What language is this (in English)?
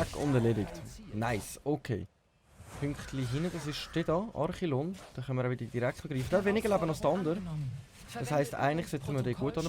Swiss German